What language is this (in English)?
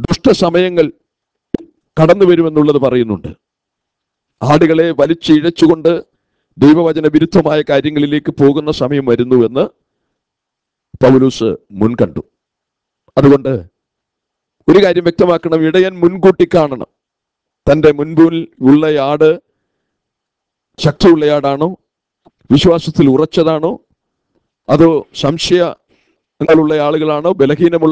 Malayalam